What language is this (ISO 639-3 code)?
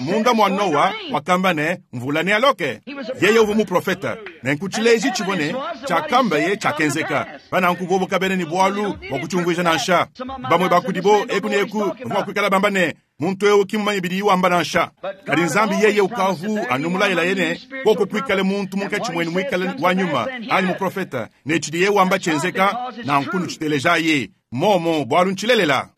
lua